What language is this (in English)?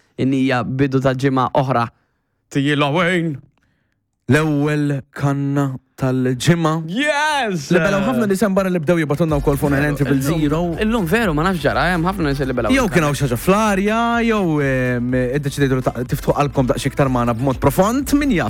Maltese